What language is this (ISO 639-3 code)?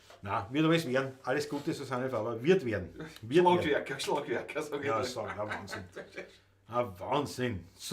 bar